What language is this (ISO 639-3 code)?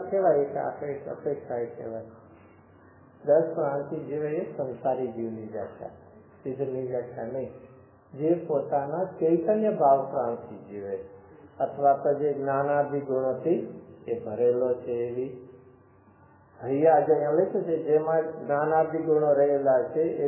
guj